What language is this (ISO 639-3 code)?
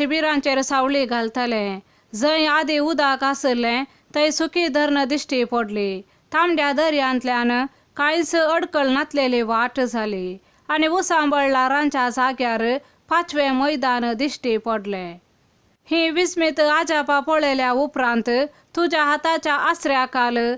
kok